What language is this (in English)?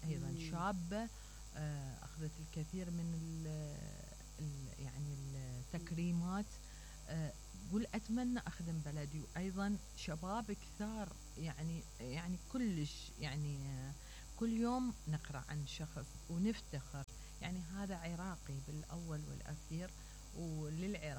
Mesopotamian Arabic